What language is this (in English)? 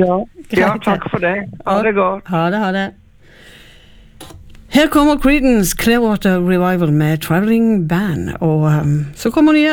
Norwegian